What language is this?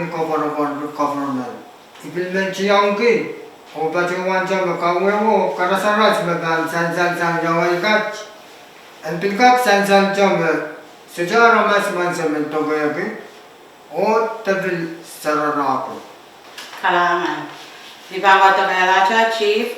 Pohnpeian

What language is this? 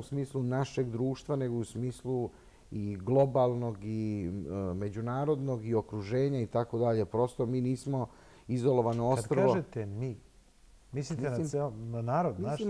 Serbian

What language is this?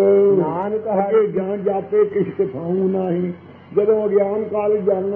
Punjabi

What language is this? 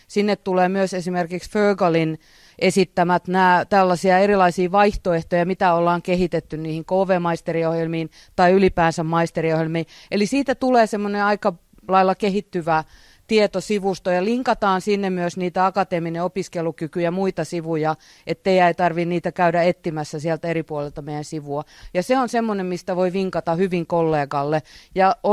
Finnish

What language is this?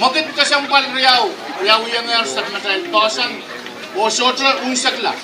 Pohnpeian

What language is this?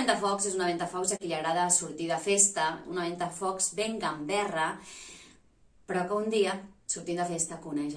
Catalan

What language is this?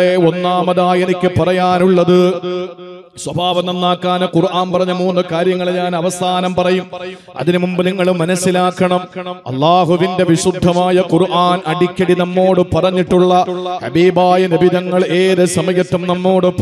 Malayalam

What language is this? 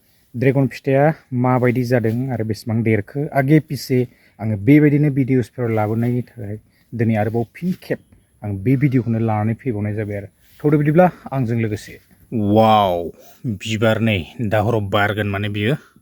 Bodo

